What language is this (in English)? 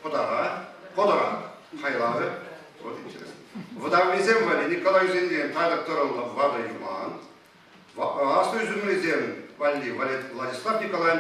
Chuvash